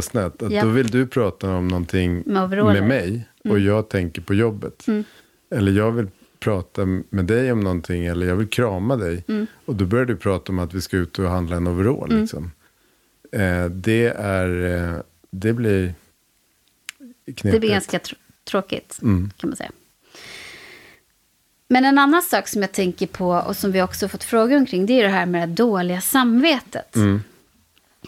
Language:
Swedish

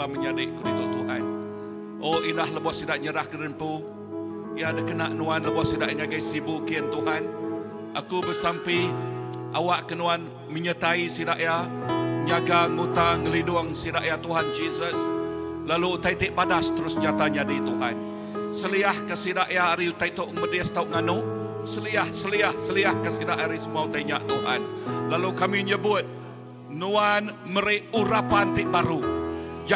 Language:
Iban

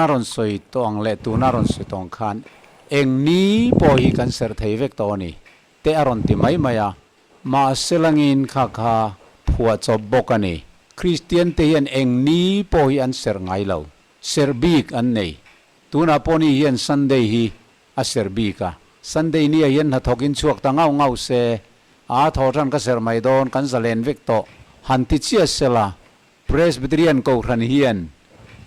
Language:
Mizo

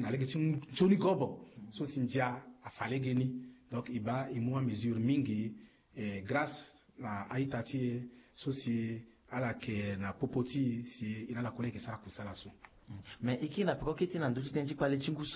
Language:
Sango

